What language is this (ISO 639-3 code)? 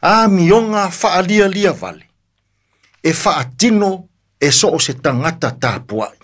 smo